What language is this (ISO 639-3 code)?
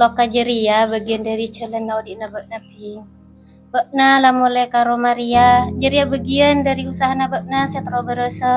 mad